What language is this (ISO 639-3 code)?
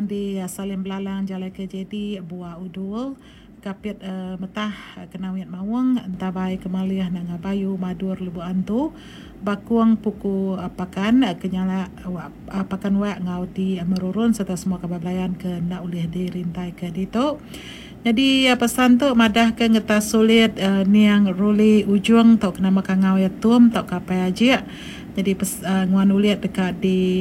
iba